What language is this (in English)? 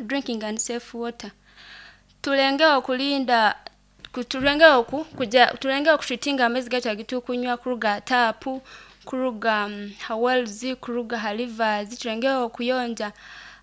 Nyoro